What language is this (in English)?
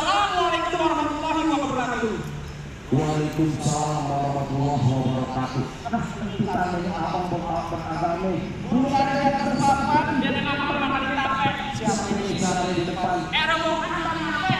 Betawi